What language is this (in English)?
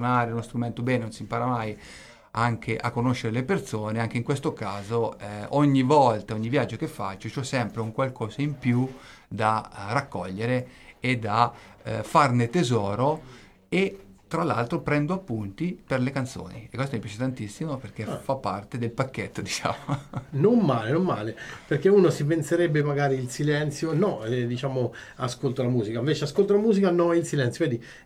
Italian